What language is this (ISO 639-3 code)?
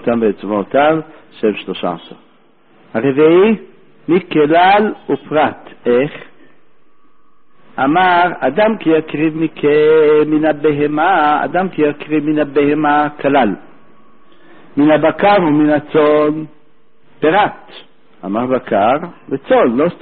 heb